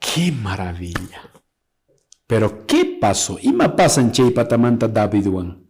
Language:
Quechua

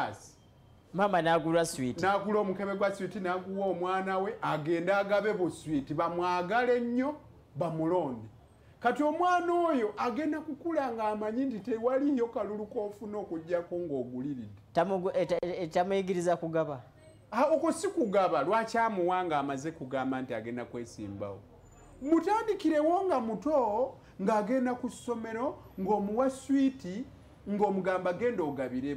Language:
Ganda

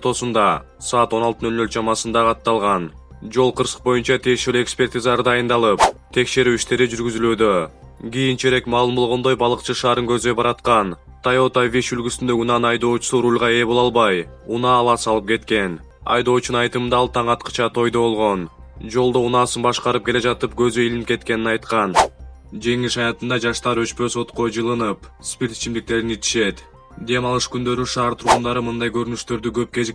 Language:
Kyrgyz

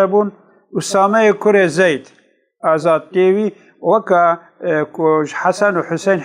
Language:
Kurdish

